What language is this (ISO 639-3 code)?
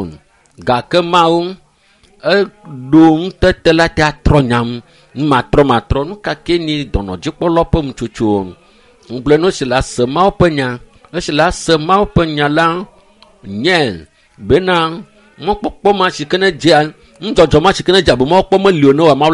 ewe